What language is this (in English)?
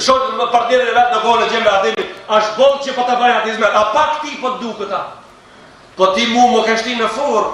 Albanian